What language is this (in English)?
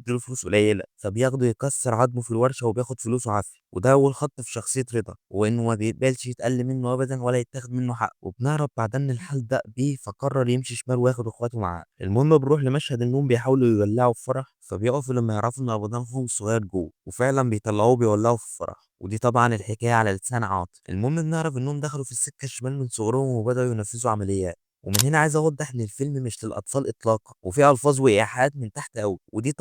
Egyptian Arabic